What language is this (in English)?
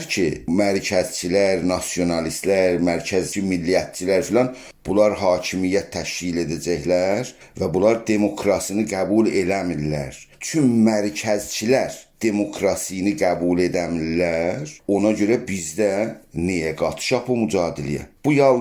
South Azerbaijani